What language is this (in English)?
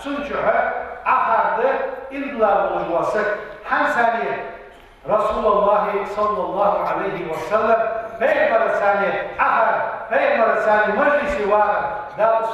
Ingush